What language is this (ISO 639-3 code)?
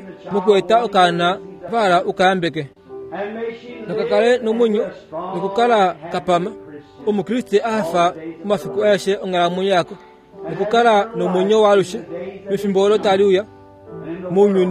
kua